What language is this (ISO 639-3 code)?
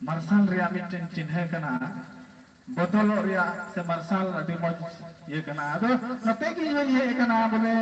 sat